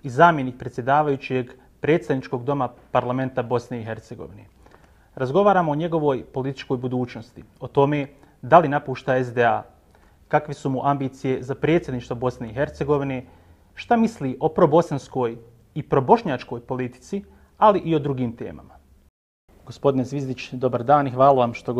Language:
Bosnian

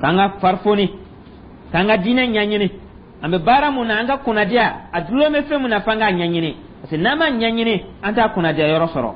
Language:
Dyula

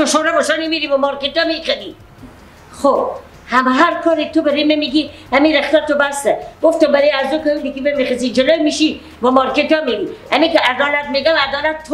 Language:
Persian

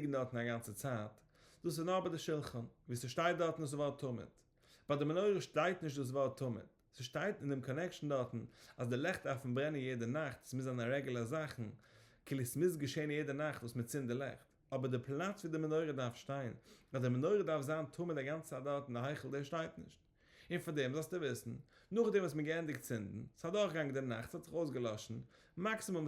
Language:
Yiddish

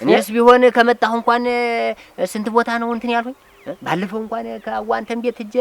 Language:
Amharic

